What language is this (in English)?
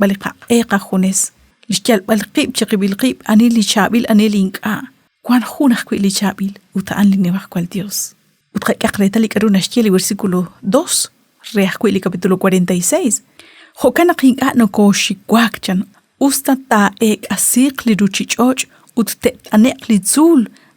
Kekchí